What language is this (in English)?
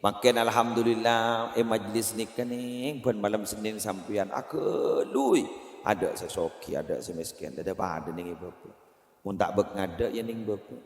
Madurese